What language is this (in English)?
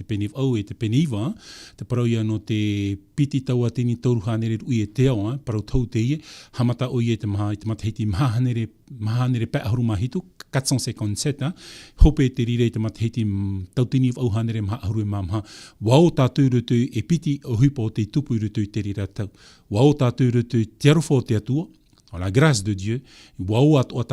Tahitian